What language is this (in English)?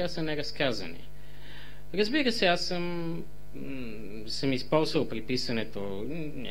Bulgarian